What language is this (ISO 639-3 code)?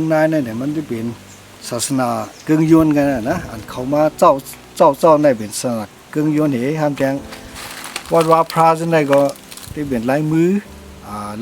shn